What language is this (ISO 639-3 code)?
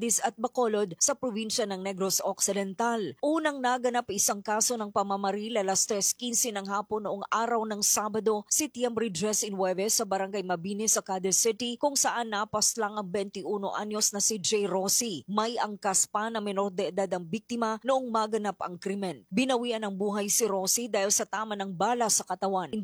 fil